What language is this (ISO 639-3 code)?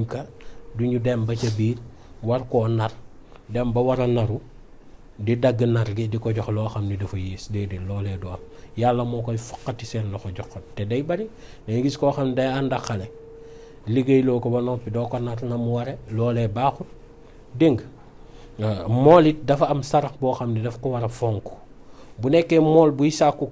wol